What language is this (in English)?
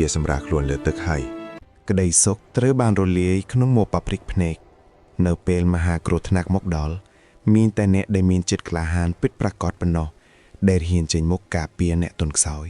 Khmer